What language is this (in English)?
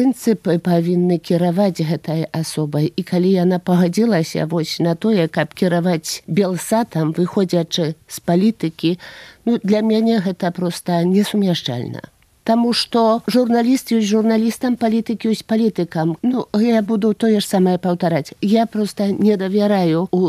Belarusian